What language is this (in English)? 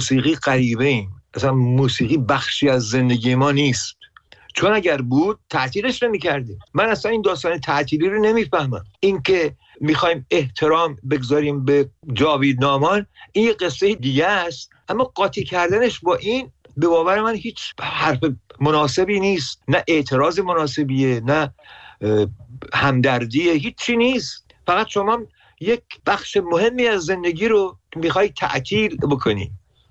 Persian